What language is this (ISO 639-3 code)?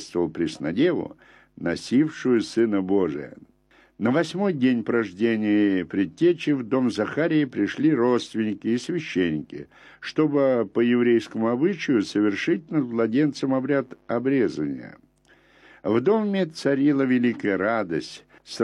rus